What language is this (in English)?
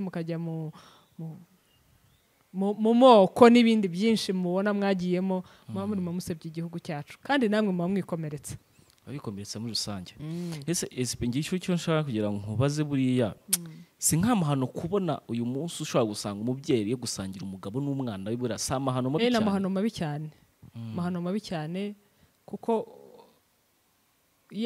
Kinyarwanda